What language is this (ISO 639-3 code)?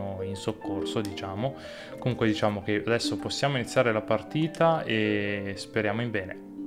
ita